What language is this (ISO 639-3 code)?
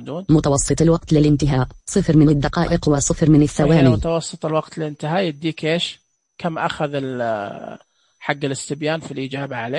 ars